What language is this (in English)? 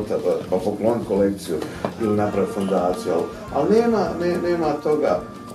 Bosnian